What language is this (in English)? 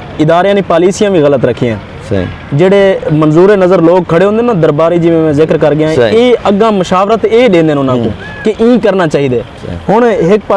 Saraiki